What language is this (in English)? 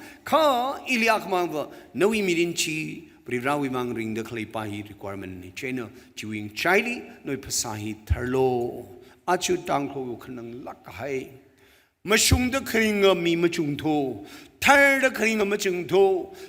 Tangkhul Naga (India)